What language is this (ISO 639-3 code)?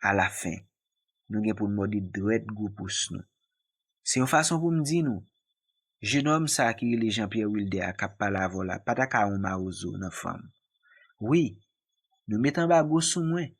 hat